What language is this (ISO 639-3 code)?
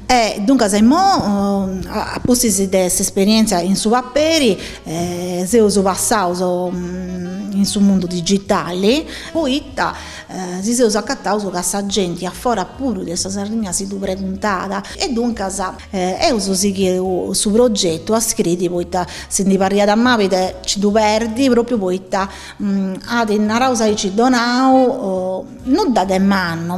srd